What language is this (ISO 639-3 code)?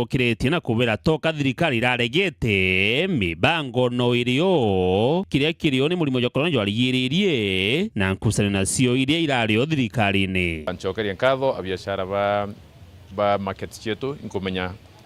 mer